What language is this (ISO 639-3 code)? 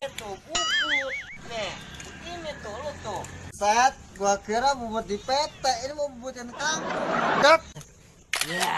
bew